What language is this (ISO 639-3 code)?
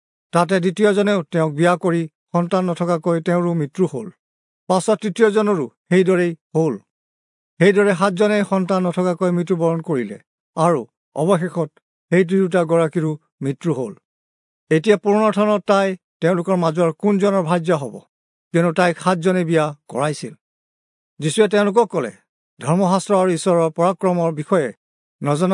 asm